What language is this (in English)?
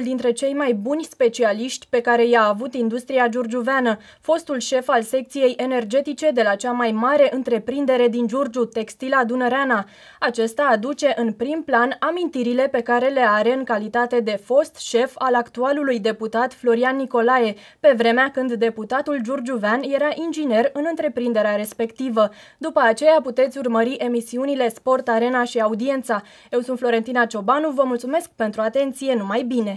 Romanian